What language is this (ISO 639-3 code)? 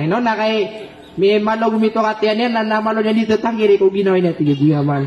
mrw